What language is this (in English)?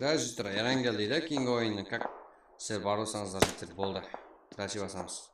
Kara-Kalpak